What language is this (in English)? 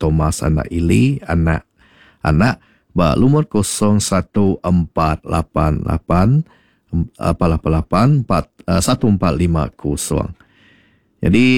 Iban